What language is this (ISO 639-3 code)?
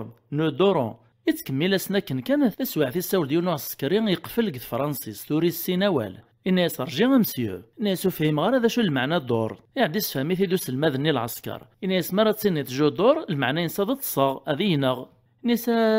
kab